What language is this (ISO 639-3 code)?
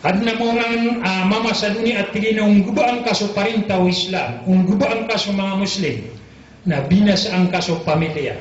mrw